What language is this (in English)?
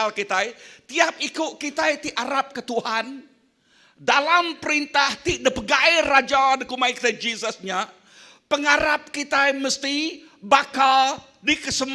Iban